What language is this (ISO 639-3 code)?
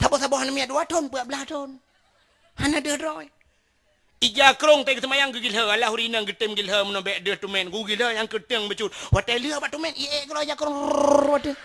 ace